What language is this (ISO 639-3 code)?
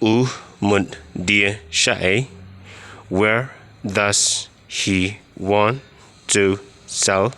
kha